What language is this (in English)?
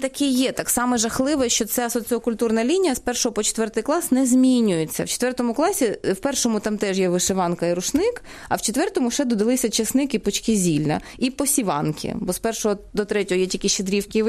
Ukrainian